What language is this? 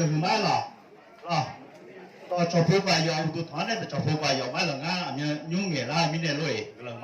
Akha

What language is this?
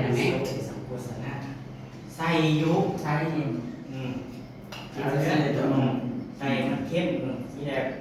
Northeastern Thai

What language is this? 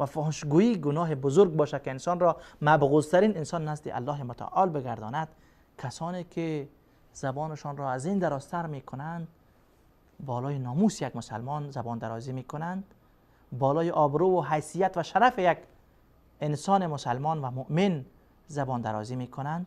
Persian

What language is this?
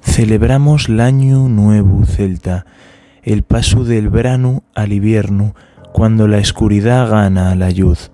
Asturian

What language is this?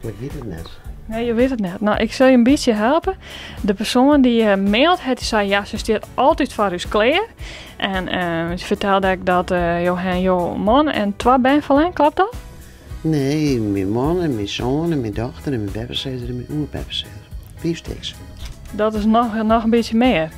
Western Frisian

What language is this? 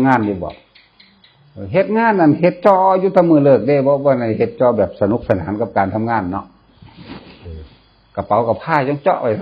Northeastern Thai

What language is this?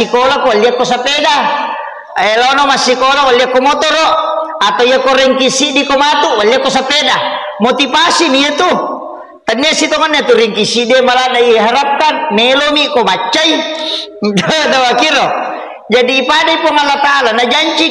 Buginese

